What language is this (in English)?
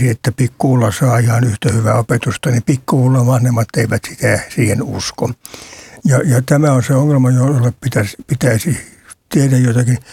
Finnish